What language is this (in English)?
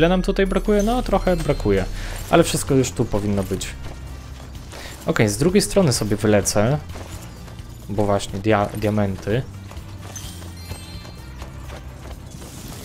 Polish